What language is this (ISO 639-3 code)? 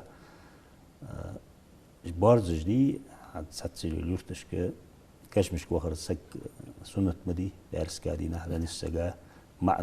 inh